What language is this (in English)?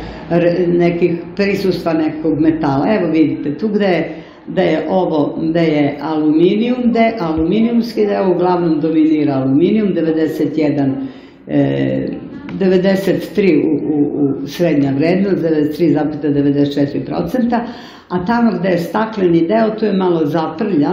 Serbian